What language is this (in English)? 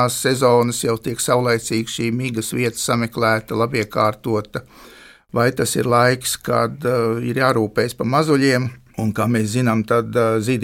Latvian